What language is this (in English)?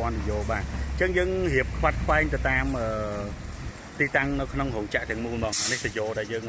Khmer